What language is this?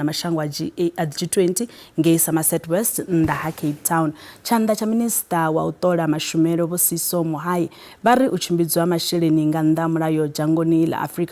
Venda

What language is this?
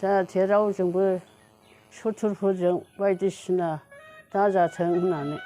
Bodo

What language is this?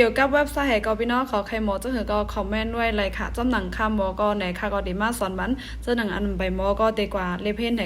Shan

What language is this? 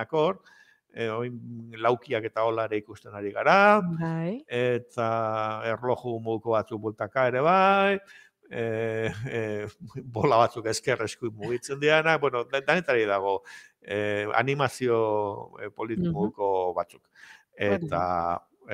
Basque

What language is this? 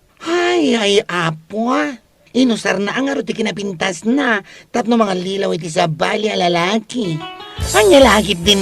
Iloko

